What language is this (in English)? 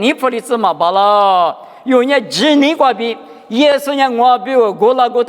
Lisu